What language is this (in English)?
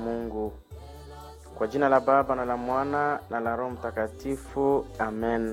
Swahili